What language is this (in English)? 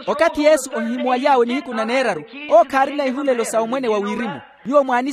Makhuwa